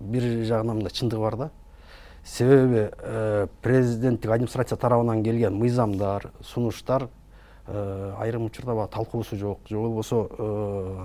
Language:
Kyrgyz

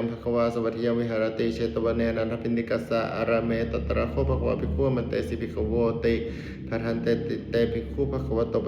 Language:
Pali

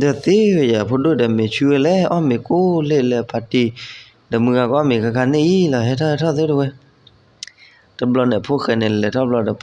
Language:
S'gaw Karen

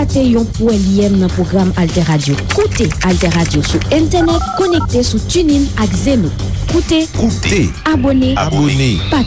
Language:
Haitian Creole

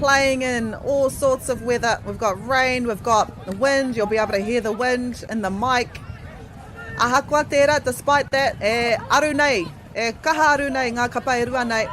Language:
Māori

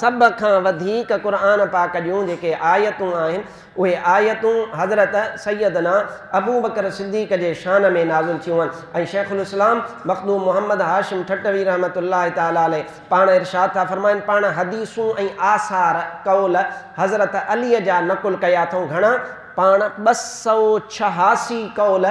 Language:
Sindhi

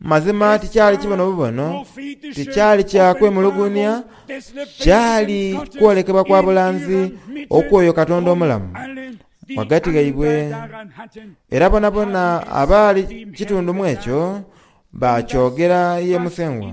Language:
Soga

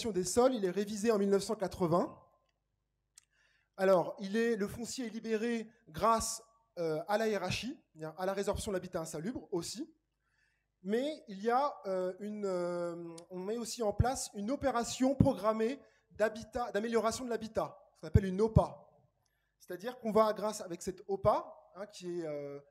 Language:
French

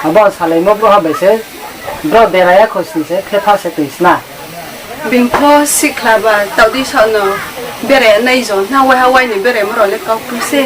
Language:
Riang (India)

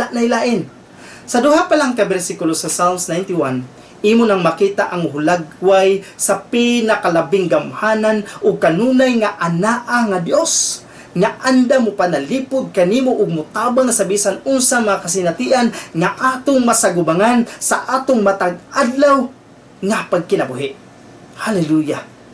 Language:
Cebuano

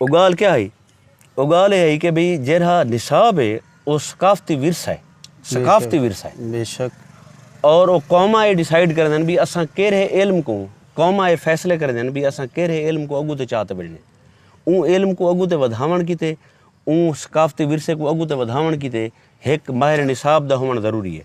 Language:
Saraiki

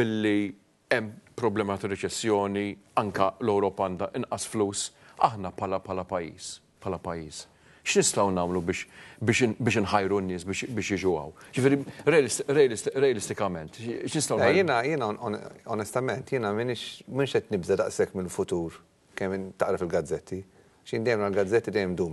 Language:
Maltese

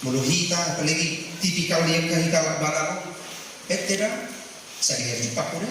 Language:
Batak Toba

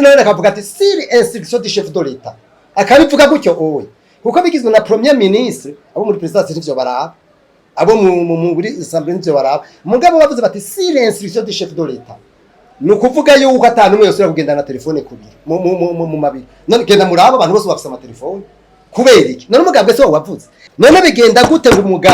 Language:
Rundi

